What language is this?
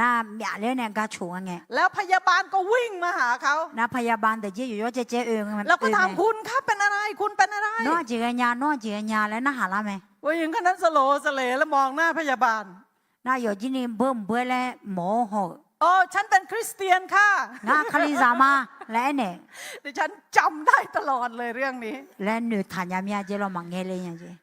Akha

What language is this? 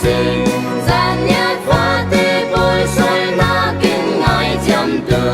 Falam Chin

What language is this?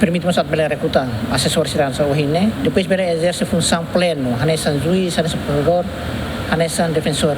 Tetum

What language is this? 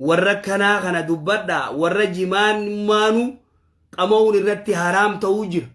Oromo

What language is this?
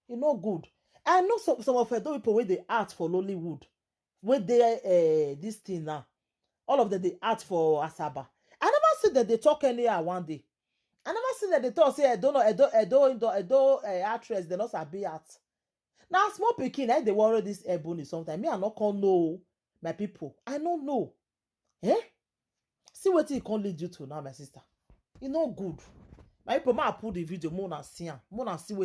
Nigerian Pidgin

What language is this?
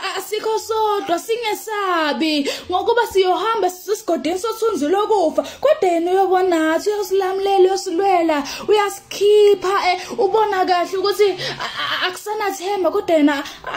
Zulu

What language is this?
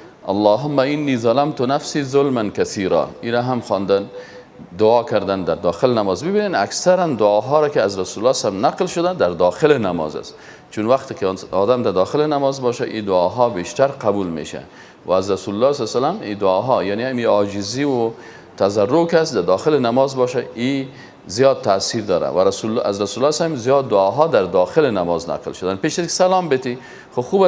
Persian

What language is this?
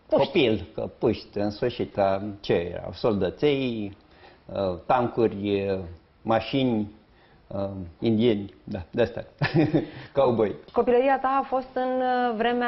Romanian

